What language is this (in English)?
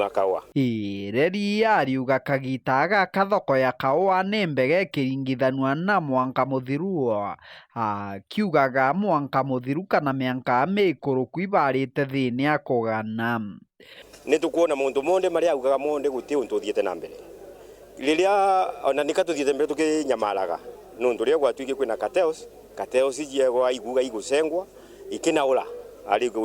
Meru